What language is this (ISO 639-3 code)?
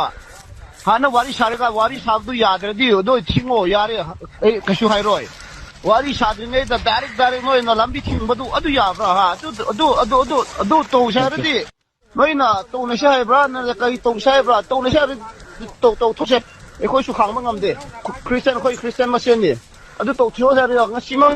mni